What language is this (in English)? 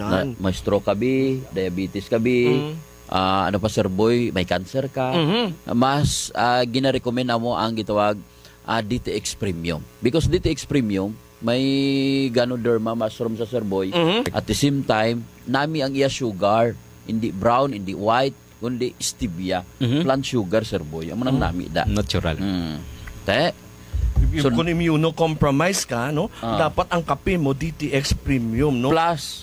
Hiligaynon